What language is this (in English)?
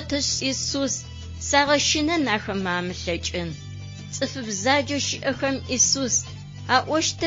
Adyghe